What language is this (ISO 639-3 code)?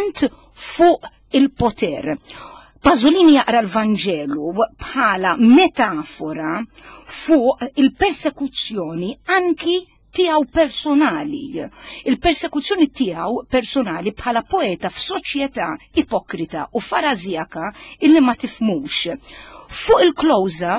mlt